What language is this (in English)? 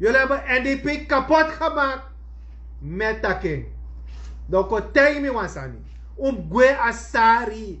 Sranan Tongo